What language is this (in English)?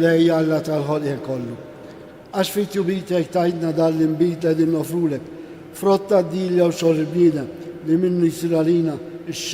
Maltese